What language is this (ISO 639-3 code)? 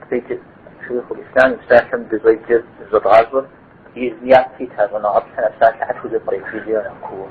kbd